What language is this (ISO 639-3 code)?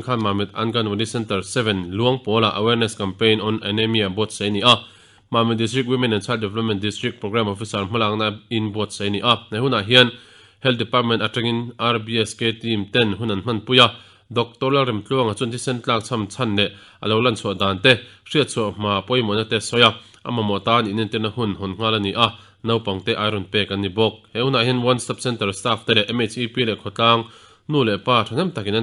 lus